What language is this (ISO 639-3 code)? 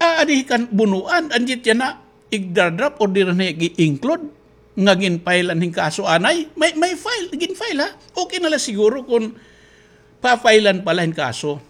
war